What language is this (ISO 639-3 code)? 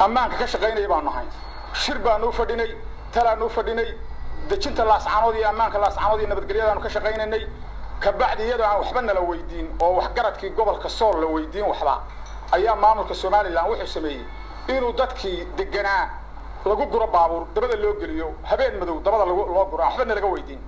som